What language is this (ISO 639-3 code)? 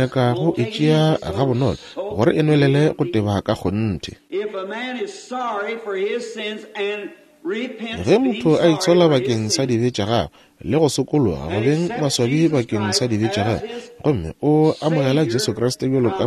nso